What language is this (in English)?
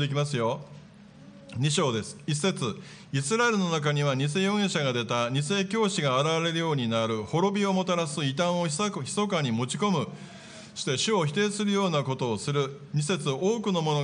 Japanese